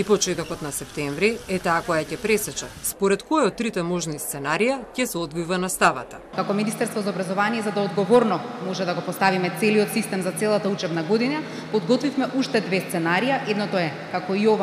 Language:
Macedonian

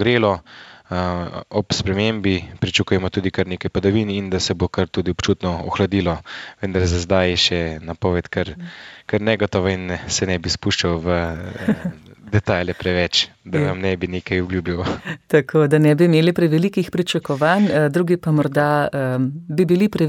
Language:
Slovenian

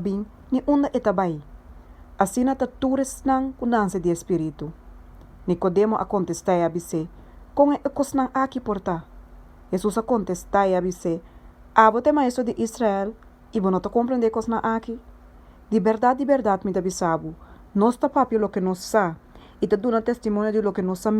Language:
Papiamento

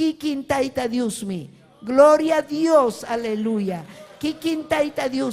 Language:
Ayacucho Quechua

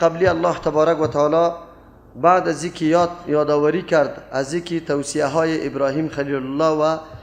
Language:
Persian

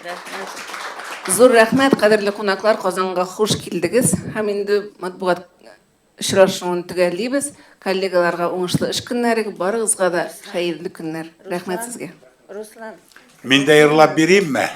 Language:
Tatar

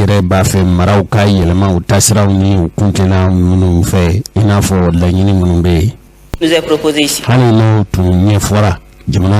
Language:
Bambara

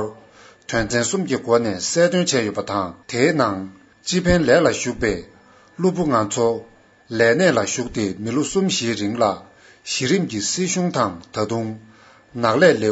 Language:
Tibetan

